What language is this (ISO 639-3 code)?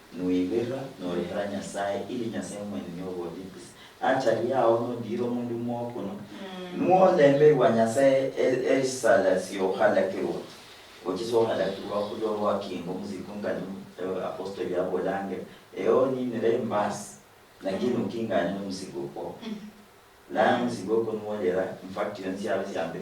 luy